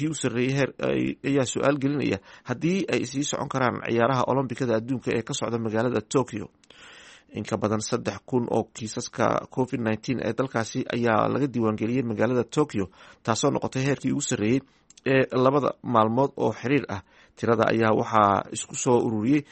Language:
Somali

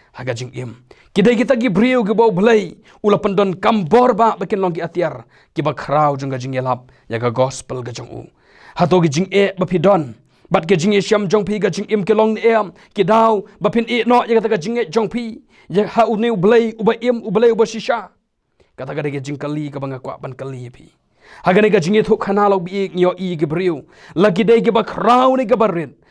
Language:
Khasi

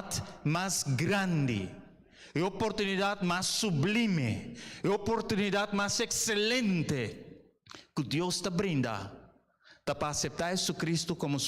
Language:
Papiamento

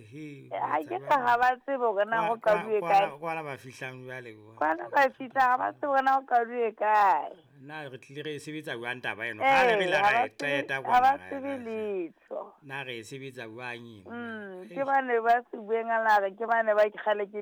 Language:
Southern Sotho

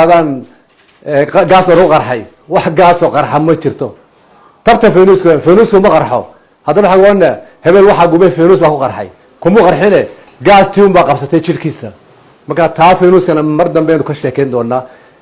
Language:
Somali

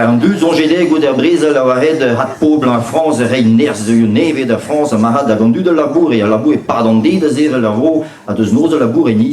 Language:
Breton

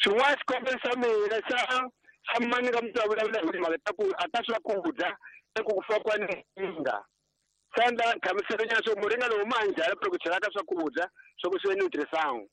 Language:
Tsonga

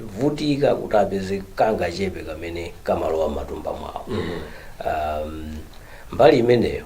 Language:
Nyanja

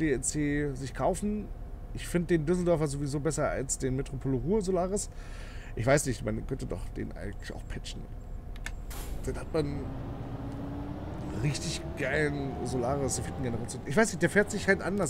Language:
German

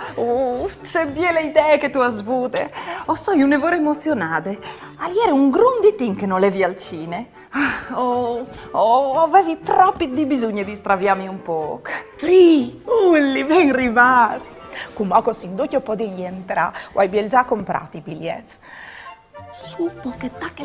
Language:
Friulian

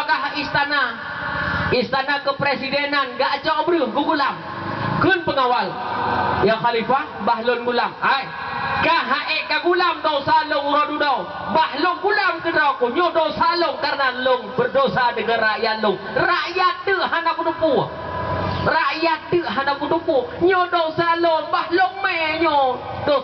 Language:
Achinese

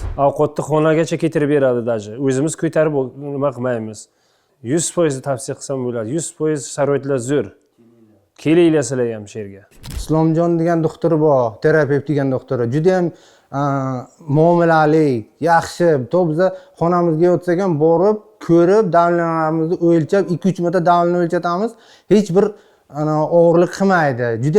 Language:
Uzbek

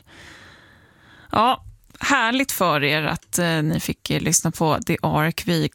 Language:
Swedish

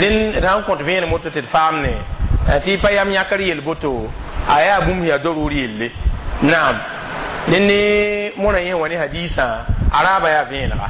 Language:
Mossi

